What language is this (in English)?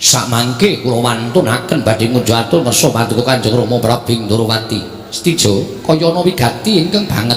Javanese